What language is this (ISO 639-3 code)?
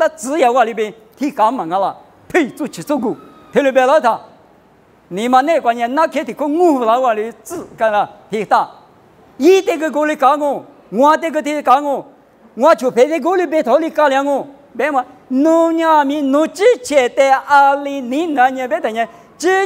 lis